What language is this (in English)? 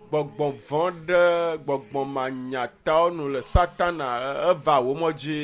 Ewe